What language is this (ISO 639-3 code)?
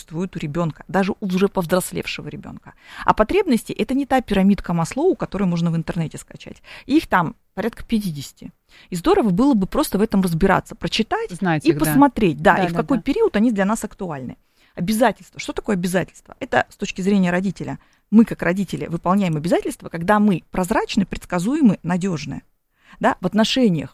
rus